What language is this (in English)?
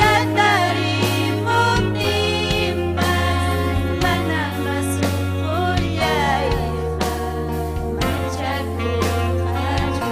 Ayacucho Quechua